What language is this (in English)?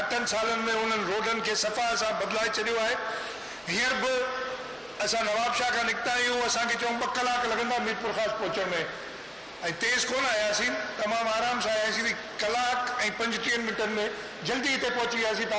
Sindhi